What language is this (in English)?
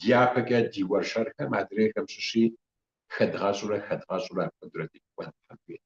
Kabardian